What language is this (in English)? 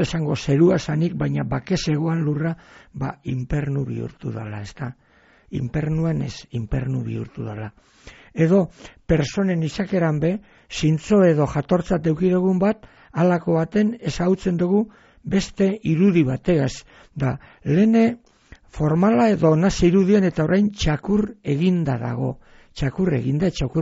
Basque